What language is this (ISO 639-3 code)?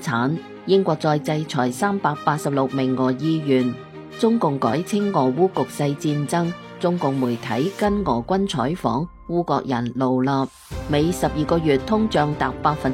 yue